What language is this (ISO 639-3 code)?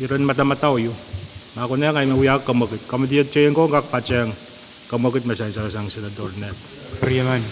pon